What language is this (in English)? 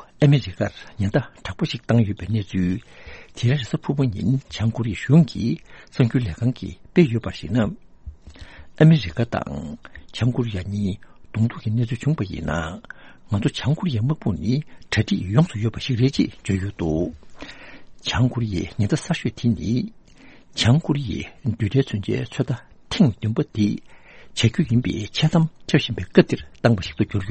Tibetan